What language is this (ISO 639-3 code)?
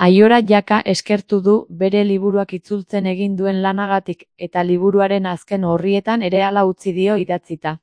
eus